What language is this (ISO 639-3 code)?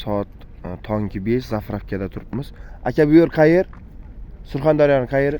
uzb